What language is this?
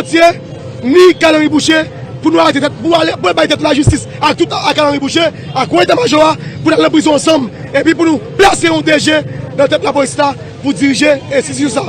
Haitian Creole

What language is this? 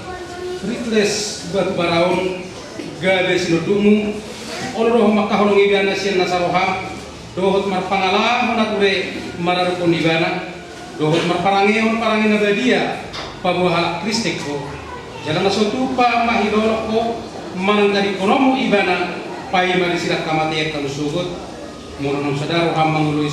Batak Toba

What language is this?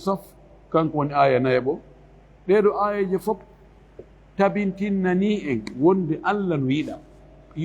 Fula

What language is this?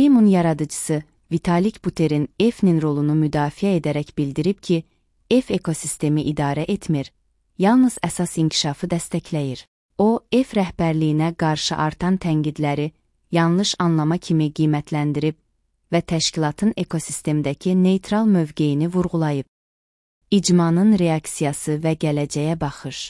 Azerbaijani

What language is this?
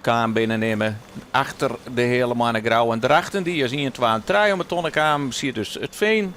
Western Frisian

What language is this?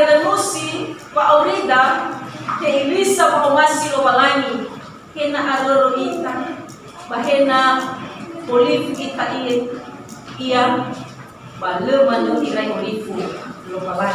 Nias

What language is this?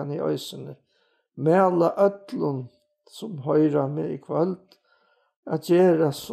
Faroese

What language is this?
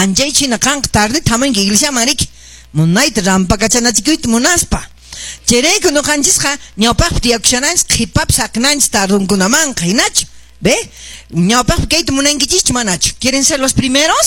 Quechua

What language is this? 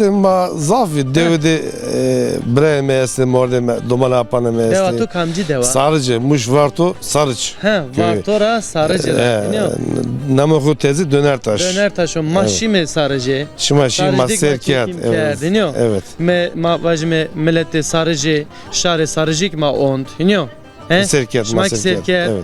Zaza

